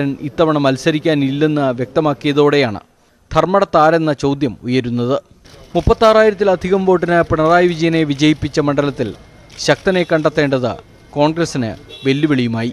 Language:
Malayalam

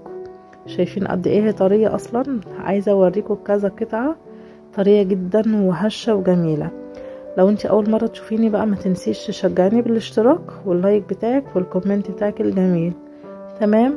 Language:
Egyptian Arabic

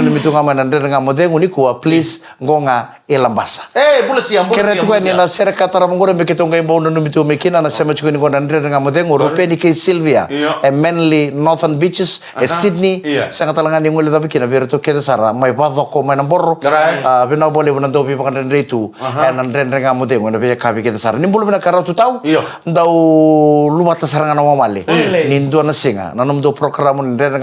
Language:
Fijian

